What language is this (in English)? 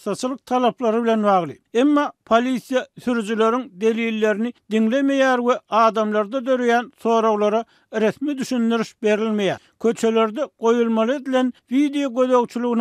Turkmen